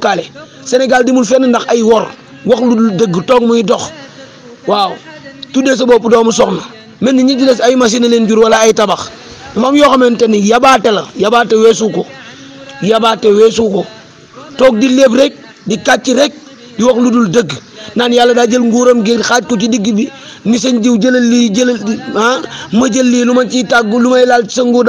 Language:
Wolof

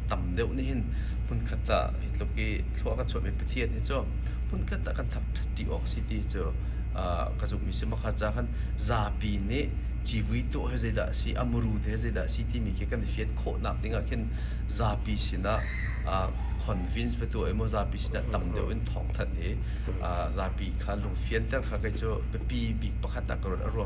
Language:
Hakha Chin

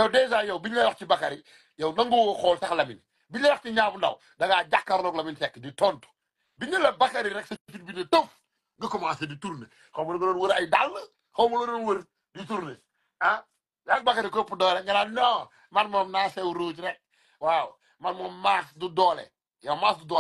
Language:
Wolof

